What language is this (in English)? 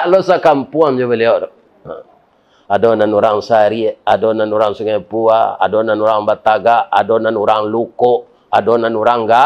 Minangkabau